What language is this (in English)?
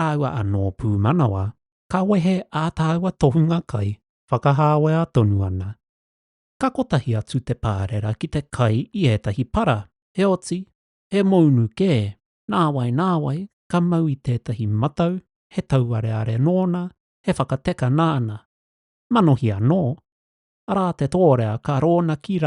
Māori